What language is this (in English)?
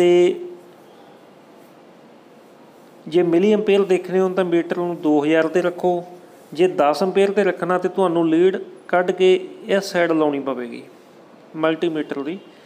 Punjabi